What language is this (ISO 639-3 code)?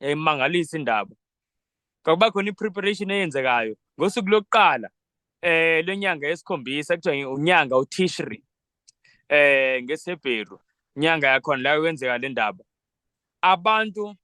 zul